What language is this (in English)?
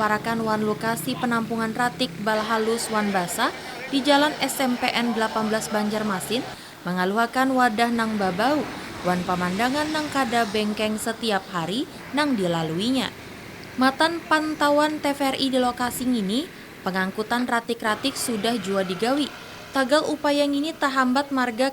Banjar